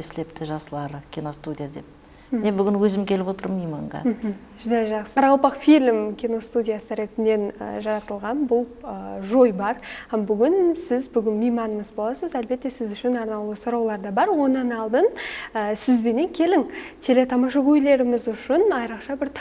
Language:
Kara-Kalpak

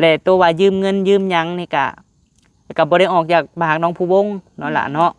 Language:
Lao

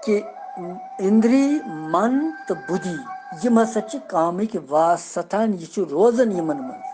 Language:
Kashmiri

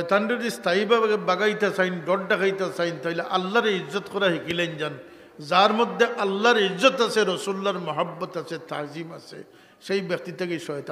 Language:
Sylheti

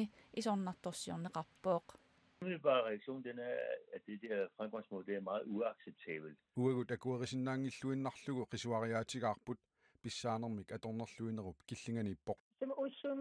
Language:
Kalaallisut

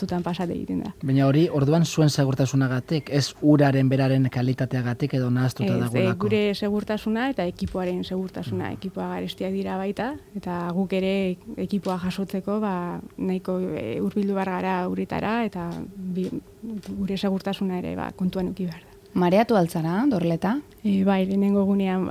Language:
Basque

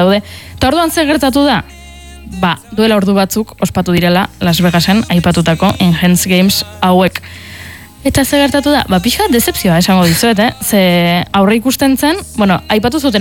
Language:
Basque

